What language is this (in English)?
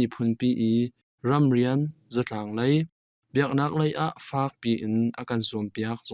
Hakha Chin